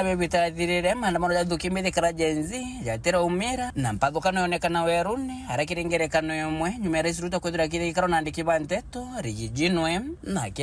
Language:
Meru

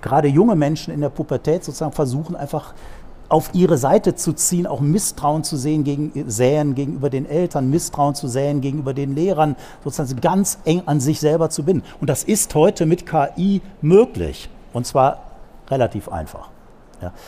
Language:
German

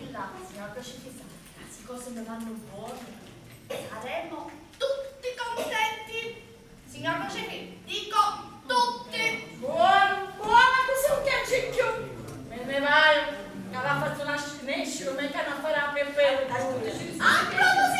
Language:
Sicilian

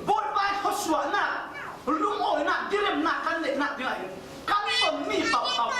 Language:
Falam Chin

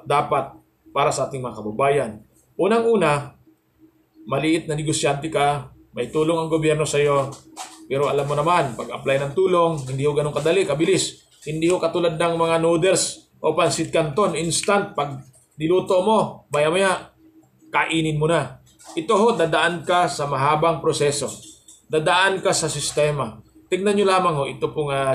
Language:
Filipino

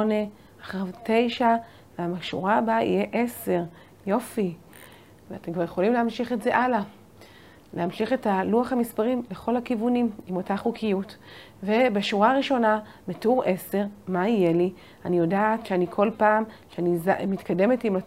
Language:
Hebrew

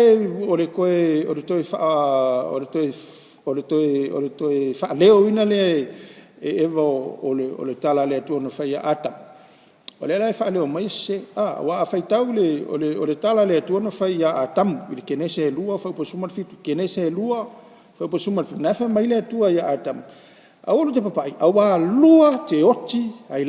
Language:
Samoan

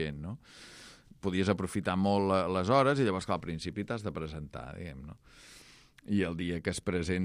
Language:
Catalan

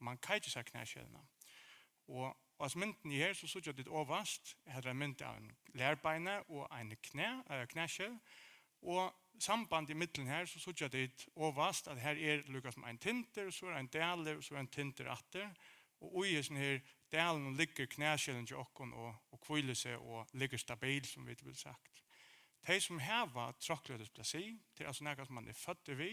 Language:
Faroese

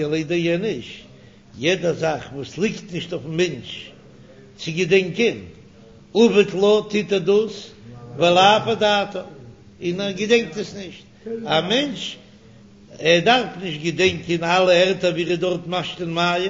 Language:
Yiddish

